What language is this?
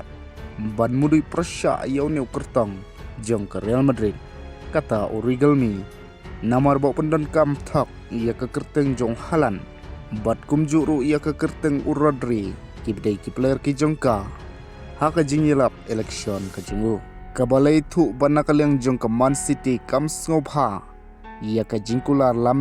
Khasi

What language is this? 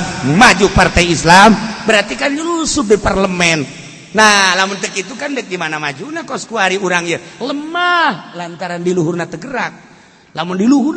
Sundanese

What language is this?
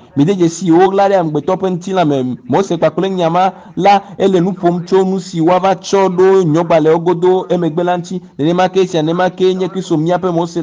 Ewe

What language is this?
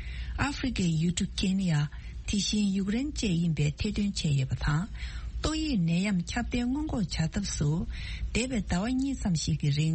Tibetan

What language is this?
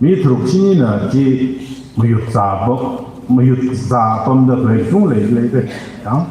Tangkhul Naga (India)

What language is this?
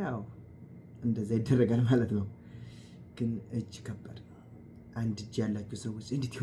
Amharic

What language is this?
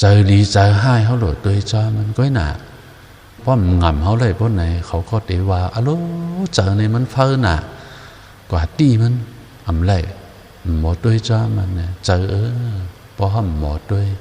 Shan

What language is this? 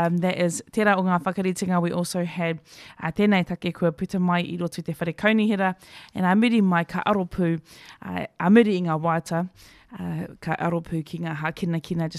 Māori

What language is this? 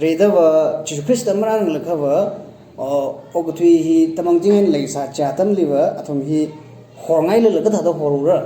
Tangkhul Naga (India)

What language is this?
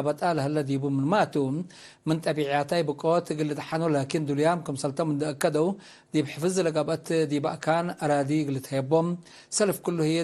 Tigre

